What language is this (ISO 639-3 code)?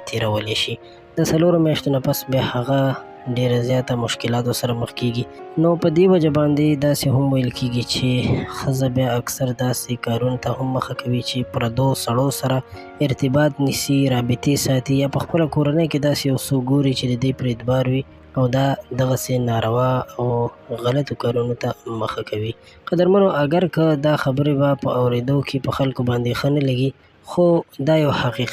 pus